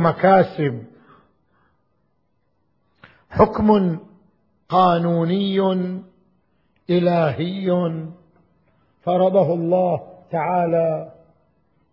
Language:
Arabic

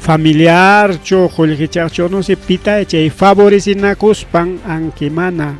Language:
Ayacucho Quechua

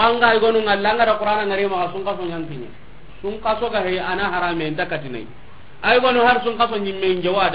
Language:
Soninke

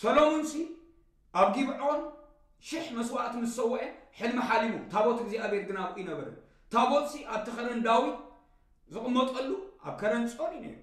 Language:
Tigrinya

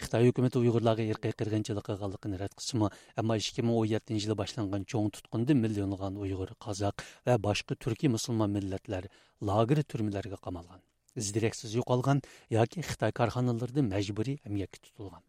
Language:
Uyghur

